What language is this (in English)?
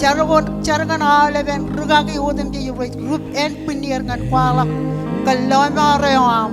Marshallese